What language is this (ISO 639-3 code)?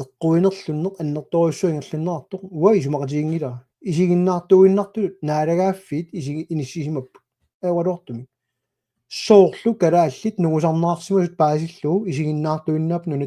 kal